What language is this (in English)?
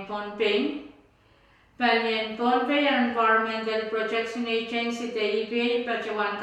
Pohnpeian